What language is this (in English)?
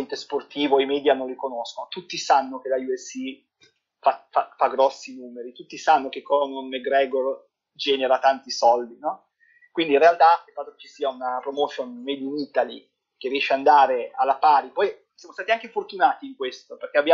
Italian